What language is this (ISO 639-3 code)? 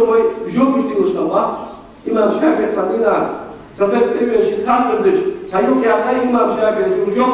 inh